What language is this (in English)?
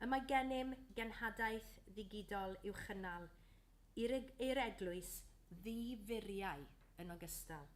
Welsh